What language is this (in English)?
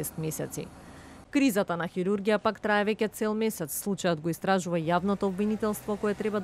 Macedonian